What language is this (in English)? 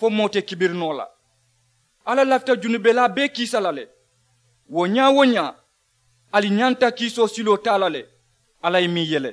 Mandingo